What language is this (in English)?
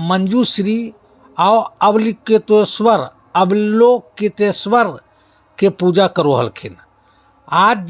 Magahi